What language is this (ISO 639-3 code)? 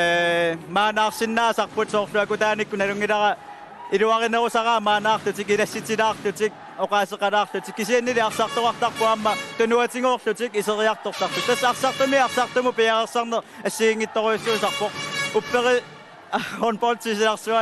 kal